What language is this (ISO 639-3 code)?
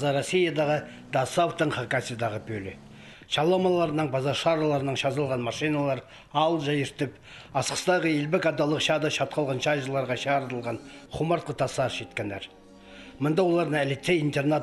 kjh